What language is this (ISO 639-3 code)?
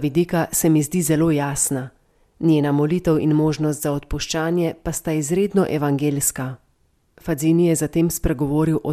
slv